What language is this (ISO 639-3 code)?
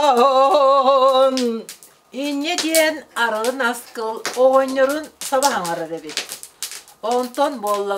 sah